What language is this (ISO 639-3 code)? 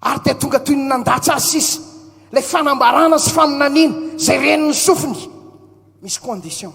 mlg